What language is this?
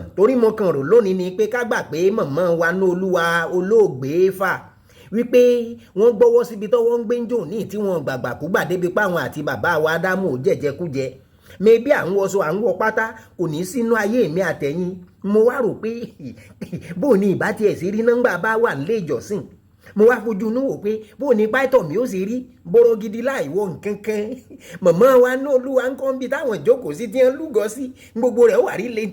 Yoruba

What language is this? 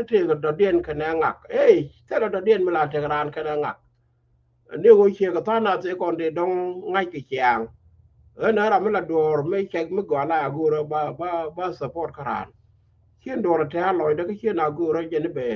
Nuer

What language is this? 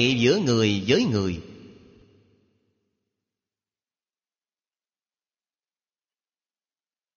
Vietnamese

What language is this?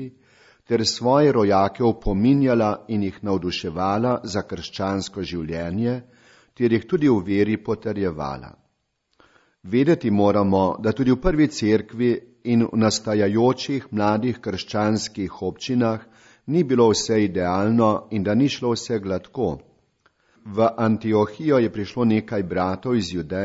Slovenian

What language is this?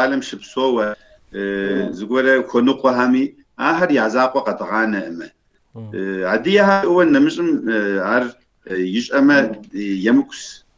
Kabardian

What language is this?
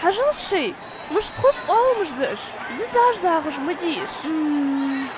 Ingush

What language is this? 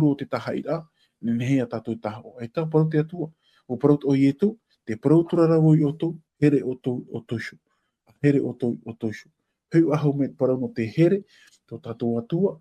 Tahitian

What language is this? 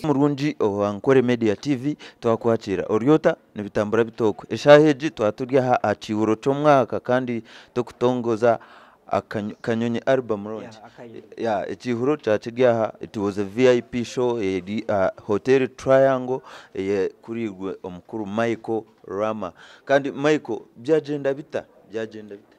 Nyankole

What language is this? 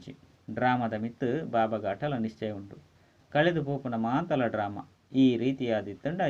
Tulu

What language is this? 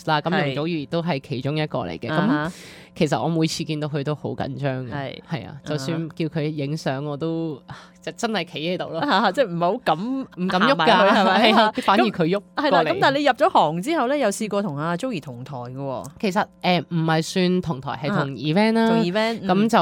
Cantonese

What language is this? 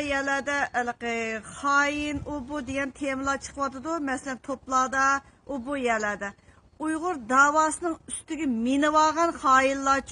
Uyghur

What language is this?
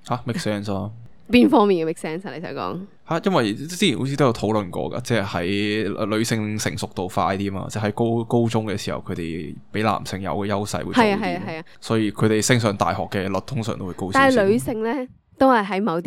Cantonese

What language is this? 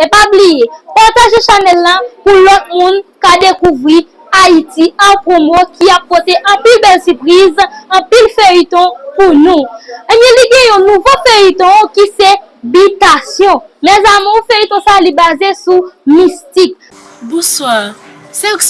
Haitian Creole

